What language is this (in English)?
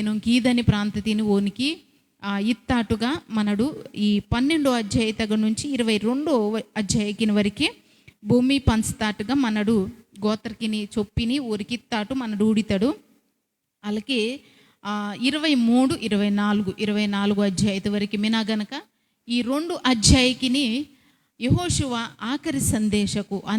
Koya